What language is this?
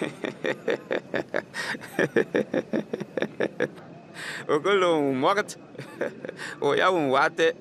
Bimoba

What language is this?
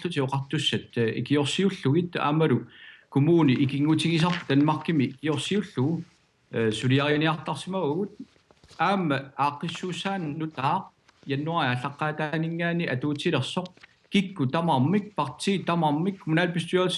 Kalaallisut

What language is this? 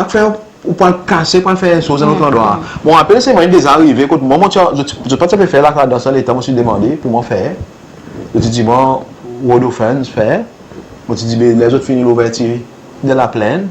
Seselwa Creole French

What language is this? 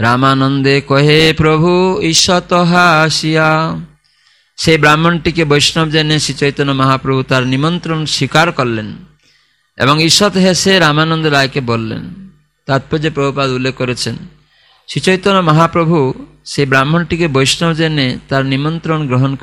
Bangla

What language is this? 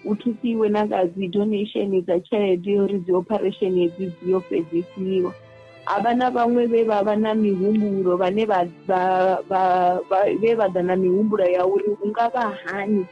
Venda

